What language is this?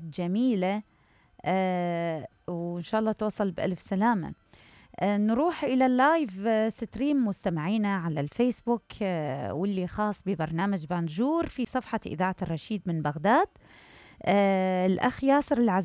Mesopotamian Arabic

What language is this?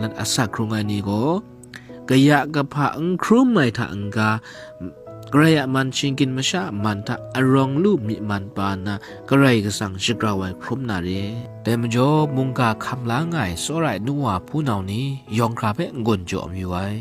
Kachin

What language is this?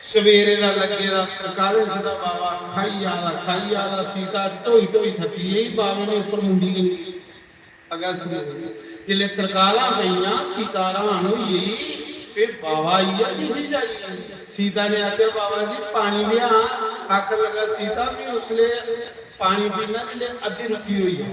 Dogri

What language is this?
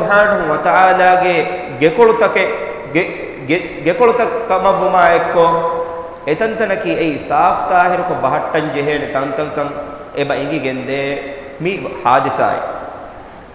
Divehi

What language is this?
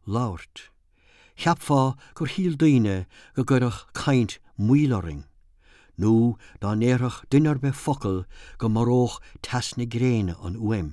Irish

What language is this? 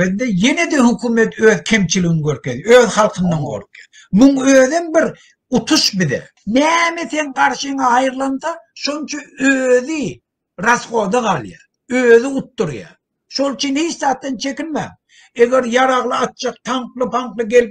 Turkmen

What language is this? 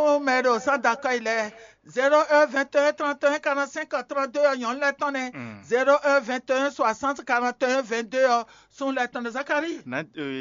Fon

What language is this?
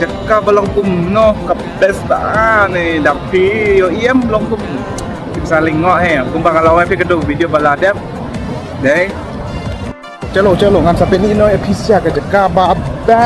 Khasi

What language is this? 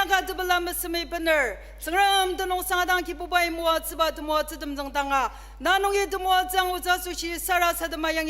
Ao Naga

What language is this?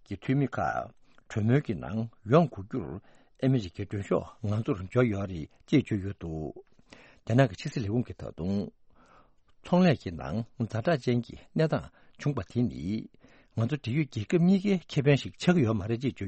Tibetan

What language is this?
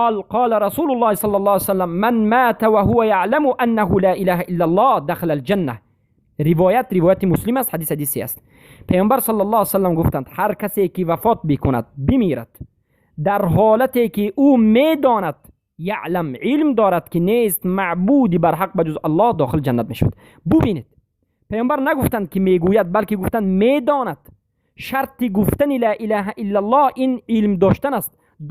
Persian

